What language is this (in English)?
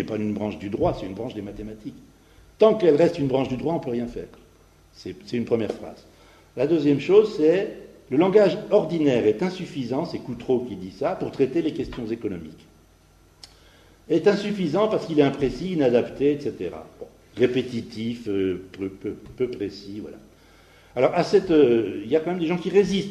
French